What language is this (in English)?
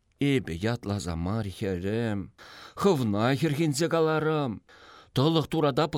Chuvash